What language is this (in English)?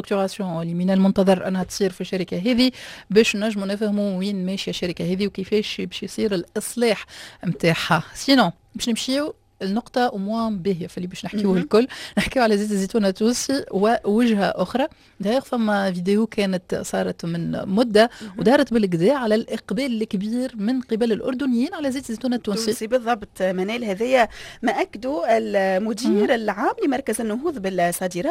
Tunisian Arabic